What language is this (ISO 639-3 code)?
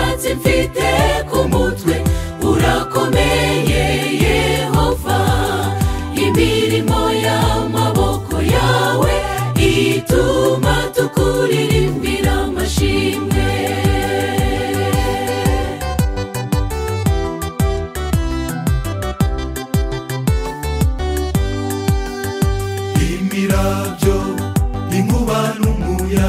kin